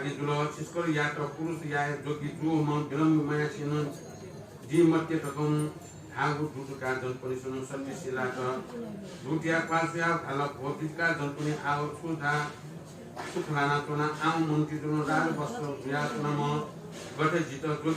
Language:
Newari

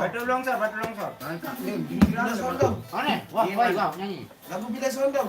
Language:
Sasak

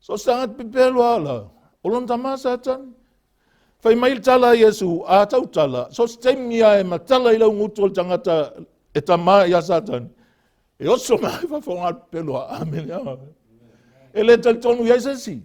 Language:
Samoan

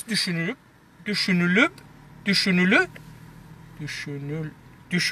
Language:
South Azerbaijani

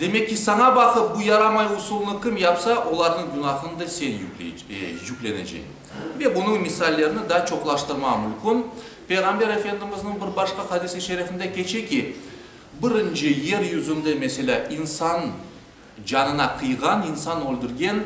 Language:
Crimean Tatar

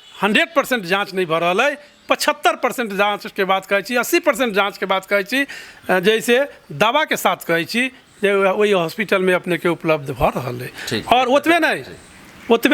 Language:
Maithili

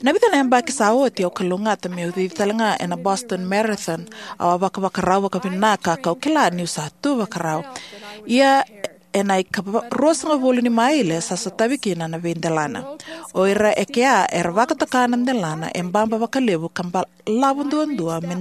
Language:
Fijian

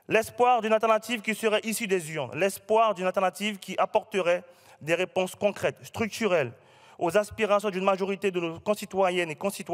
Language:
French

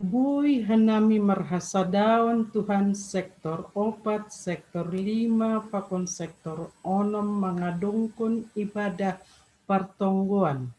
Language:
Batak Simalungun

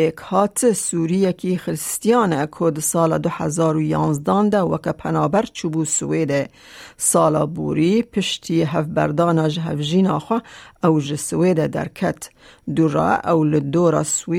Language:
Kurdish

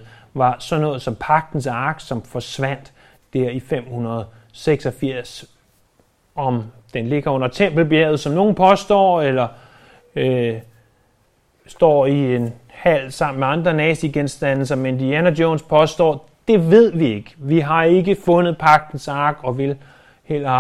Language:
Danish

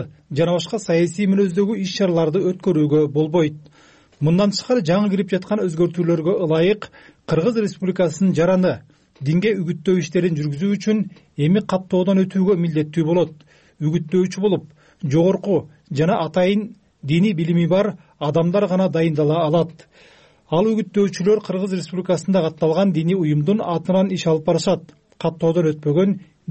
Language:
Kyrgyz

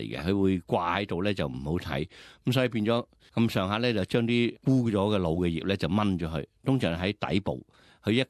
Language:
Cantonese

